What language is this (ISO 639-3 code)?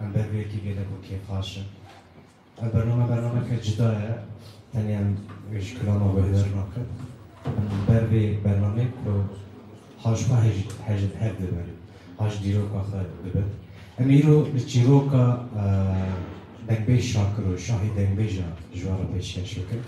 kur